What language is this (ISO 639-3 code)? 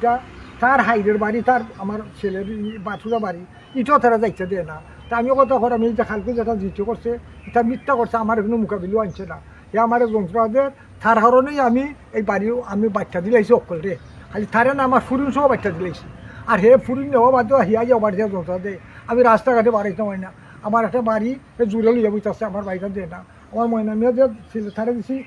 syl